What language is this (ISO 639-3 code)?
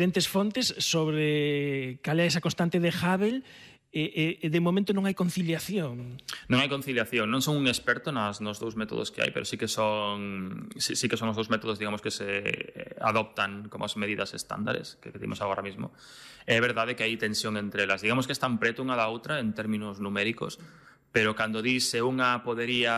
glg